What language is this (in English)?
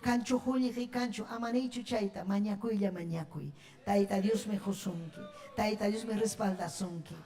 Ayacucho Quechua